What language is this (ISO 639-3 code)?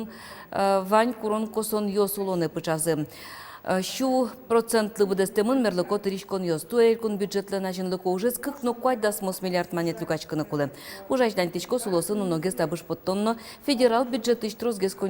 udm